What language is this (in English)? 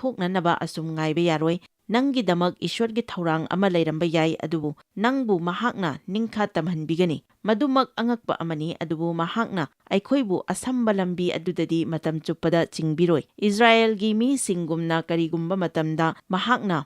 Manipuri